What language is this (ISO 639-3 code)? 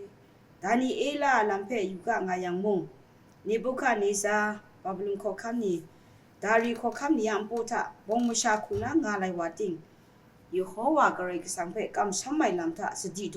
kac